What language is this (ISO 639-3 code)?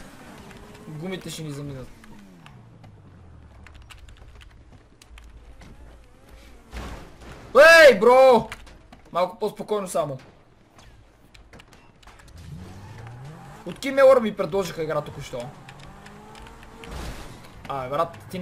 bul